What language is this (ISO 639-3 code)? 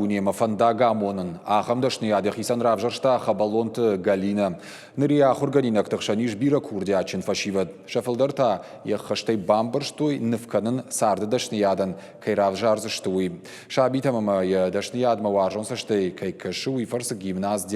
oss